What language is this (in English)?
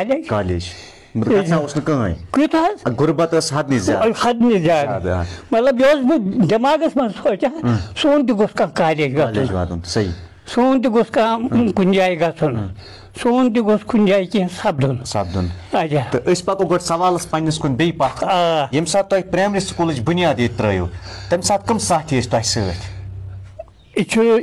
Kashmiri